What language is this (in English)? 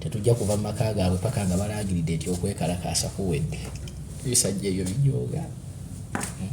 Ganda